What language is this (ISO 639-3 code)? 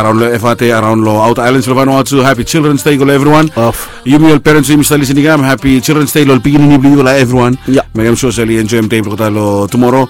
bis